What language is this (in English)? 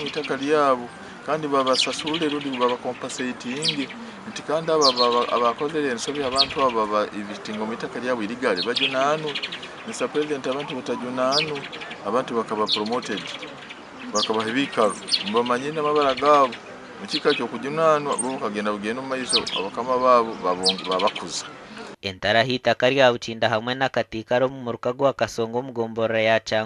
Nyankole